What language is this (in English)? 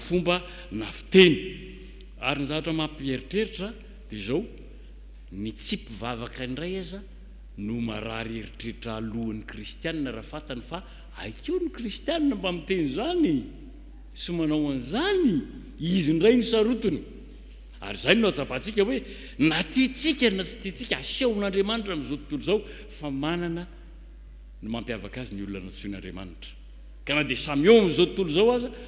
Malagasy